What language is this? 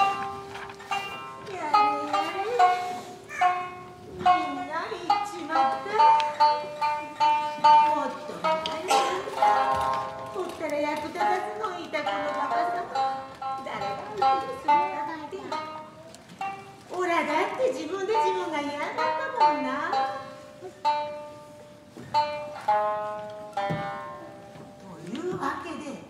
Japanese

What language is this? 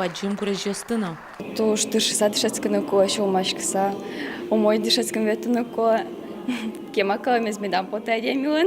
Udmurt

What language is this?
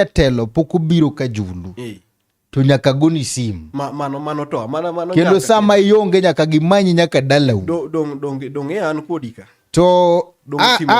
Luo (Kenya and Tanzania)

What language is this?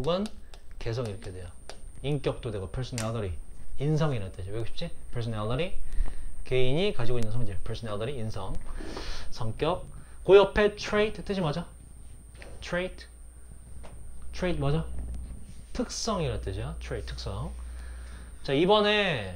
Korean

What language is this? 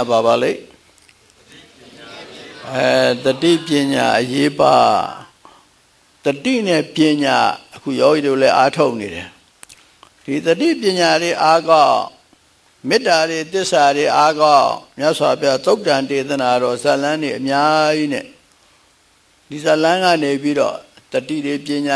Burmese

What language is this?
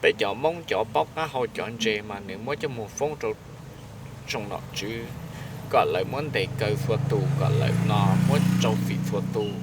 Hmong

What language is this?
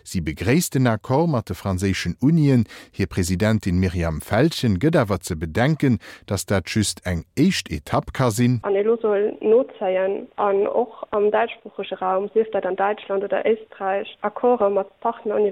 Luxembourgish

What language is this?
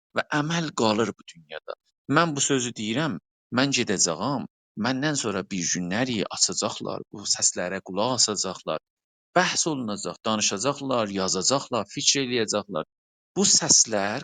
South Azerbaijani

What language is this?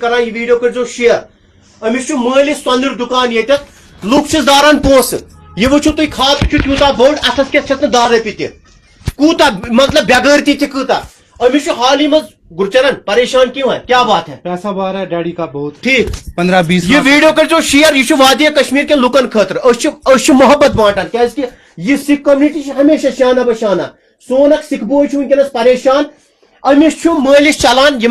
Kashmiri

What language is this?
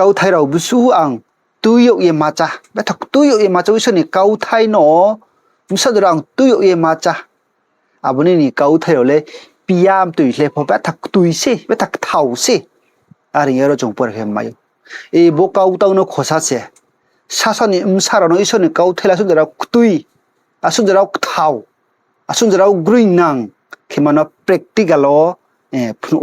Riang (India)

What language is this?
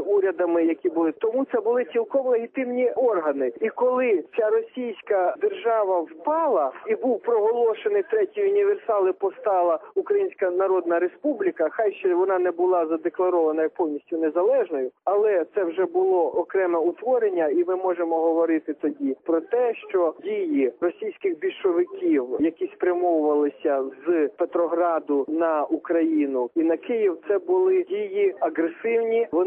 Ukrainian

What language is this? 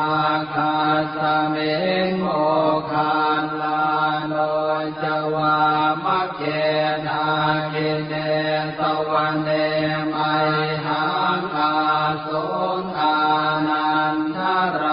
Pali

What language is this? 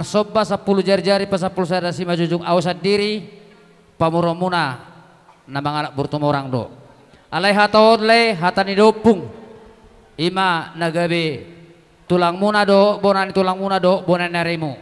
Batak Toba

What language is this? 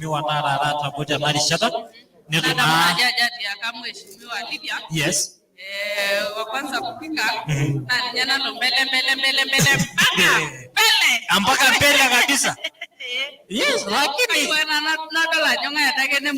Masai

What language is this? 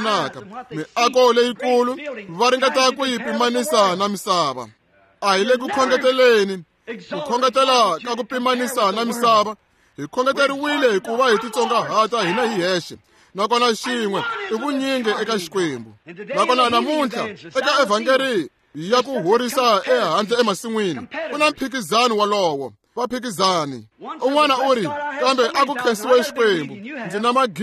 Tsonga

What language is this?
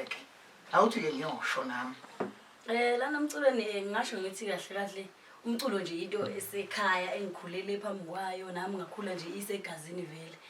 Zulu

